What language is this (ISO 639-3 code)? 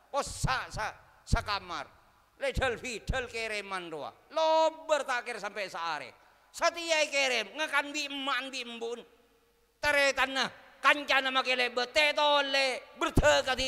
mad